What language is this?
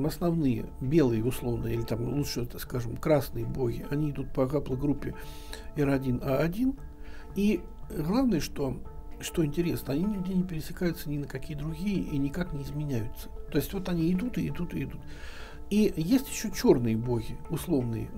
Russian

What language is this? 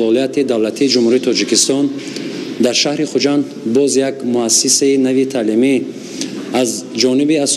Tajik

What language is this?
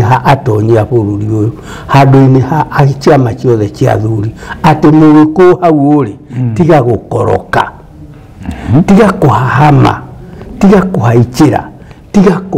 Kikuyu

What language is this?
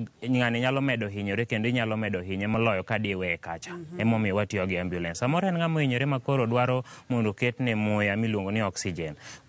Luo (Kenya and Tanzania)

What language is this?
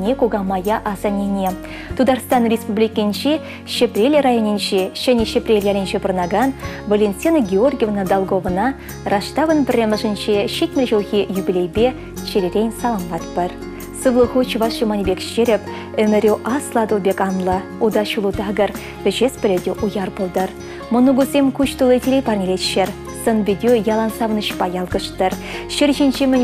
Chuvash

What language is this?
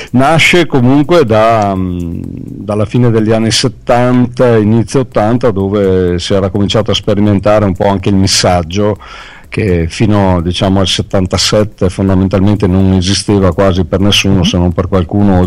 Italian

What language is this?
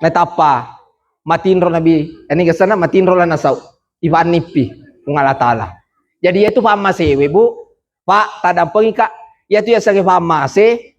Buginese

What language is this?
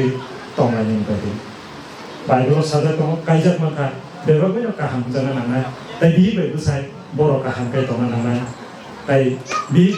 Kok Borok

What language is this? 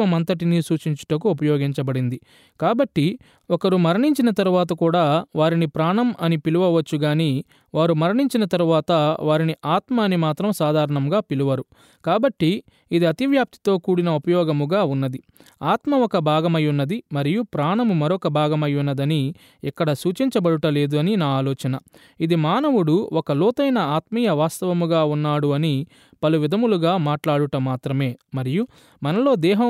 Telugu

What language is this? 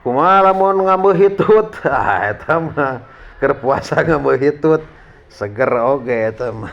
Sundanese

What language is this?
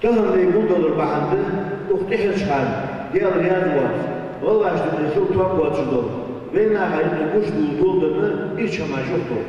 Ingush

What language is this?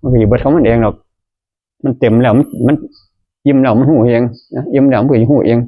Northeastern Thai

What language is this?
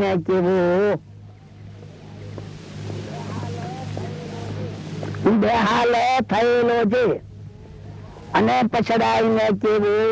Gujarati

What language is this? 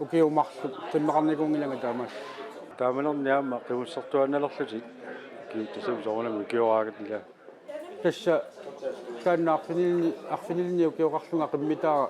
Kalaallisut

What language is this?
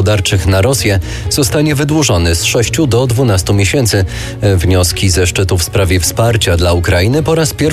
Polish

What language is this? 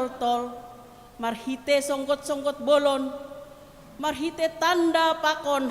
Batak Simalungun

